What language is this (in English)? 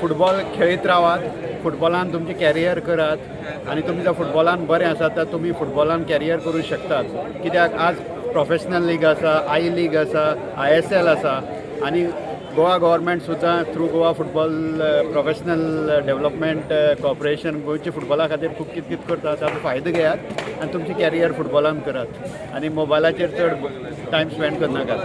Konkani